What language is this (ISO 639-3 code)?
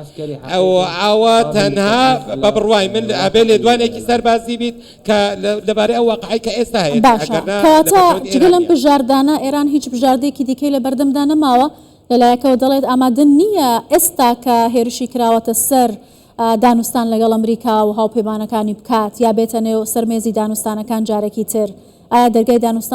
ckb